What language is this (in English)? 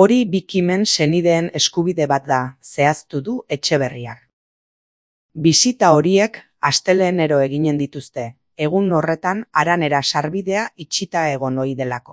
Basque